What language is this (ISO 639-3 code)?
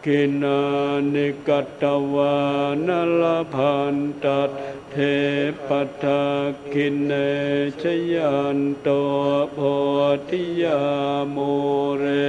pli